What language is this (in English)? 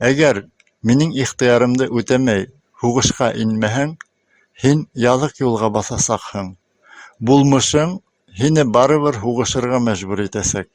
Bashkir